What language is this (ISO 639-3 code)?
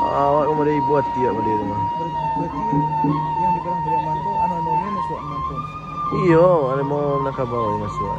min